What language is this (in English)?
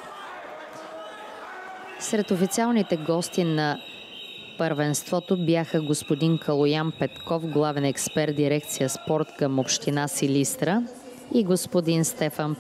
Bulgarian